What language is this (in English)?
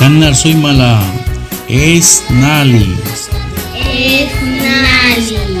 San Blas Kuna